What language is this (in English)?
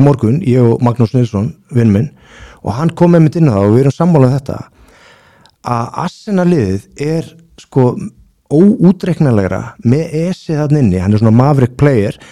Icelandic